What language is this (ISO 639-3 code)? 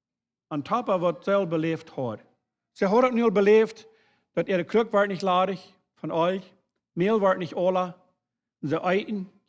pdt